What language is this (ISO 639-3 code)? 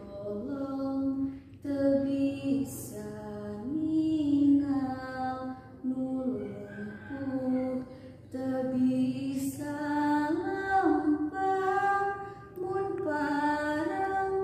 sun